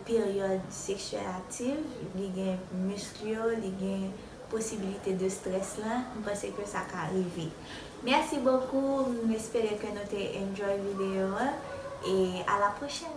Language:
Haitian Creole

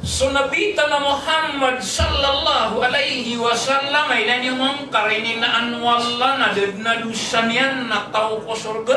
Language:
Maranao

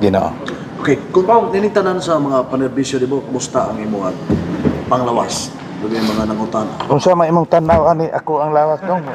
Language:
Cebuano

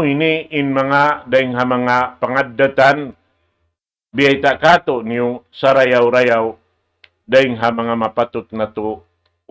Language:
Tausug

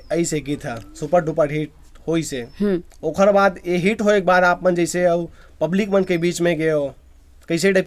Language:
Chhattisgarhi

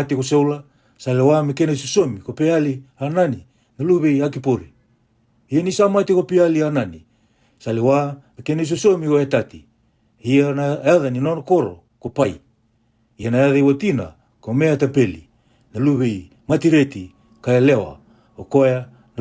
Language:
Fijian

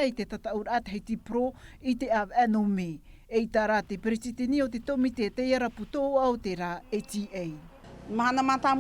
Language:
Tahitian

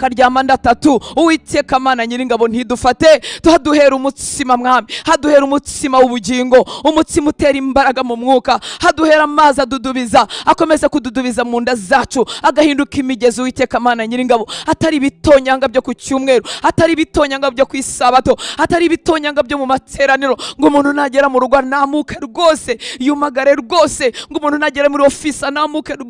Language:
Kinyarwanda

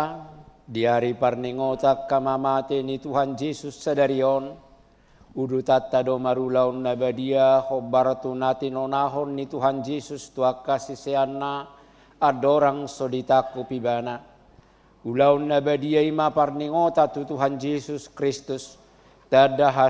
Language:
Batak Toba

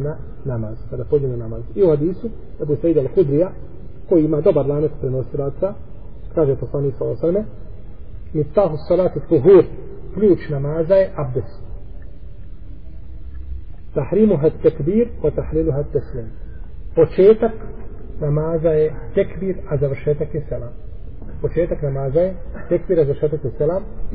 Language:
Bosnian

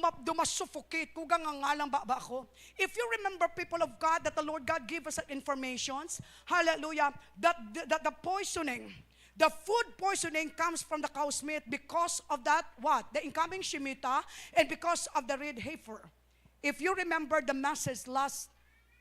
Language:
Hiligaynon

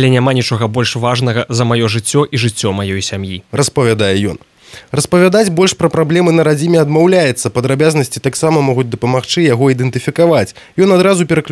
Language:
Belarusian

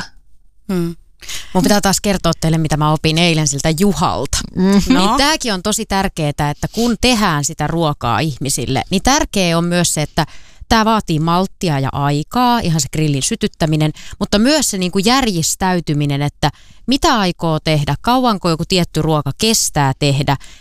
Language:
Finnish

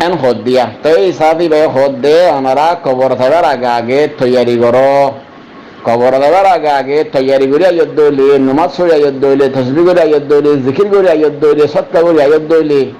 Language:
Rohingya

